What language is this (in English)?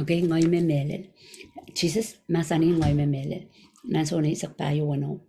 Pohnpeian